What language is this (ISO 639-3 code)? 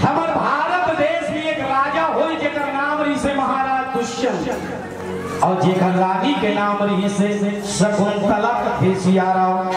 hne